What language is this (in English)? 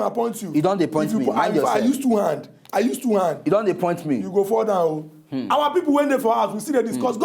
Nigerian Pidgin